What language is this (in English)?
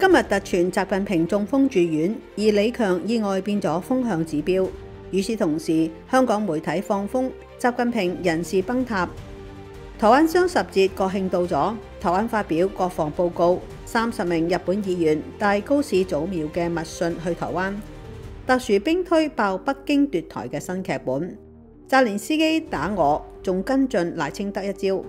Cantonese